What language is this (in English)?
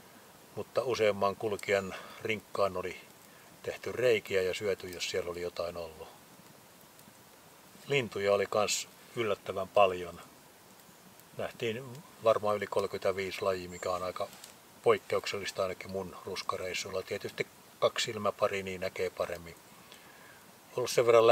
Finnish